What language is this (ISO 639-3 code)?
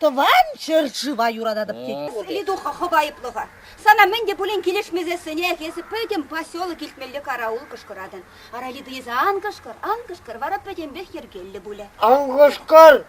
chv